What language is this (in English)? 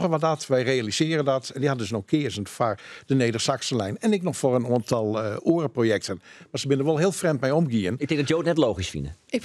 Western Frisian